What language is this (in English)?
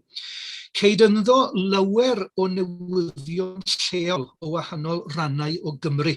Welsh